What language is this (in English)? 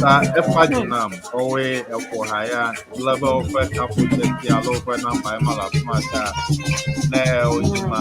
Ewe